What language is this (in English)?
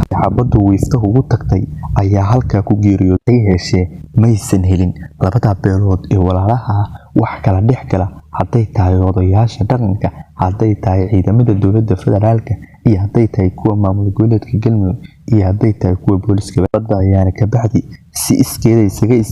Somali